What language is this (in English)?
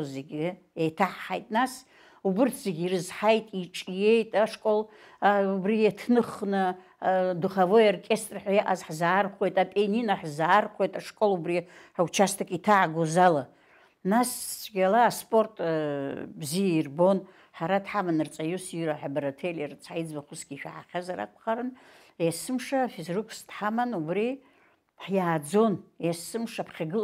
Abkhazian